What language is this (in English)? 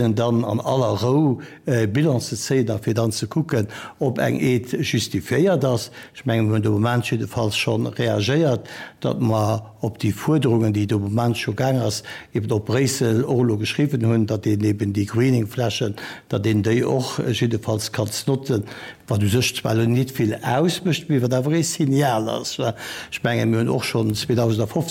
Luxembourgish